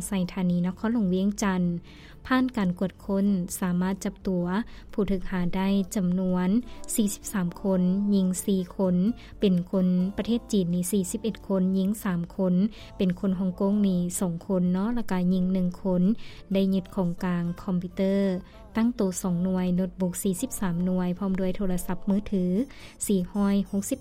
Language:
Lao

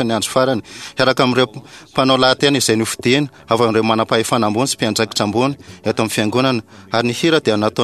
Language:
Malagasy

